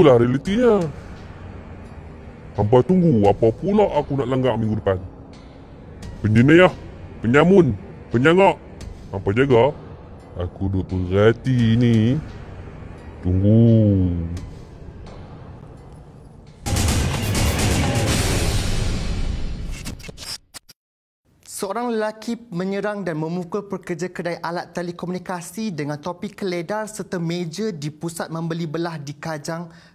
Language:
Malay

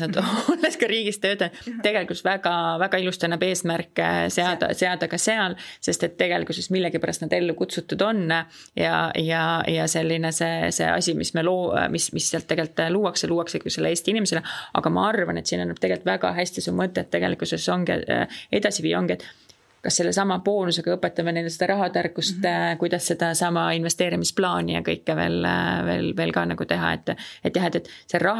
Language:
Estonian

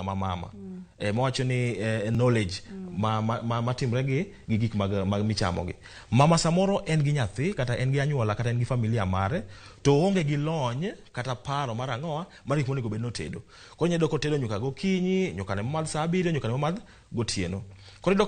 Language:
Luo (Kenya and Tanzania)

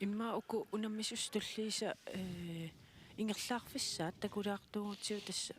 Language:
Kalaallisut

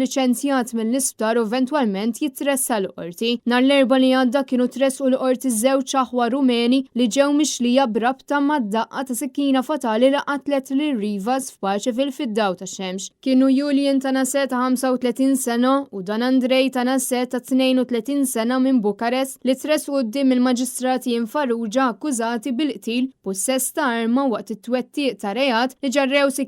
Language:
Maltese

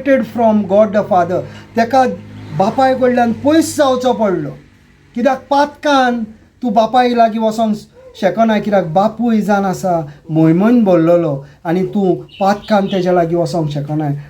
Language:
Konkani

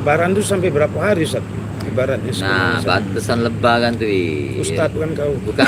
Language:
Musi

